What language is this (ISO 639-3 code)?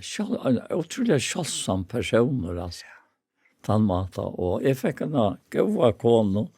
fao